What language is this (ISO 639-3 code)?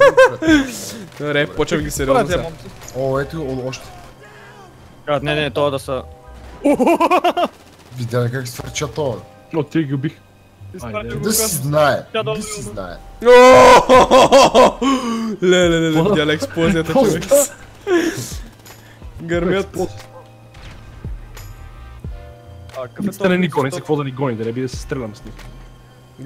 bul